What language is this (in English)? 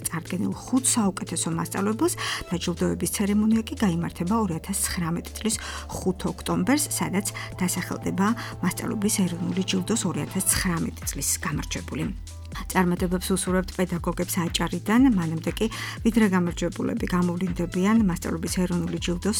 Georgian